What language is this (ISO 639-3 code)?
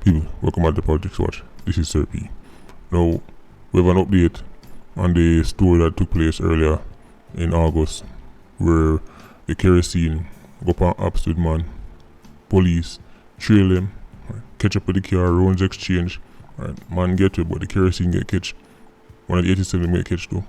jam